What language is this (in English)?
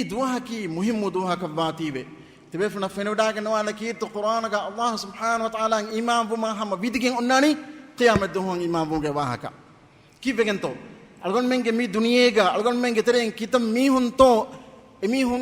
Divehi